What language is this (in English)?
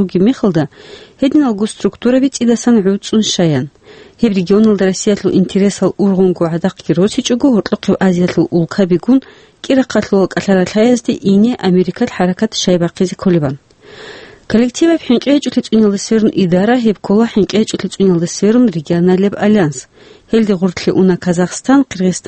Avaric